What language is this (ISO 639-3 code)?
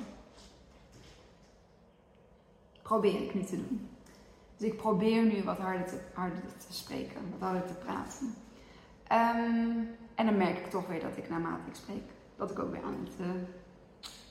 nld